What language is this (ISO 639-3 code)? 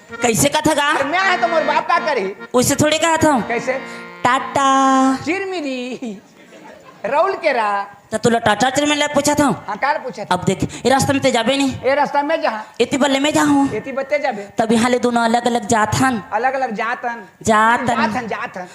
hne